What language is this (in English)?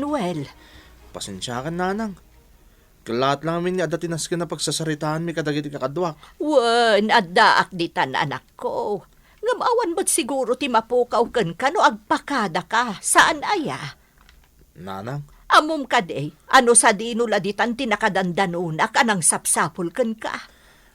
Iloko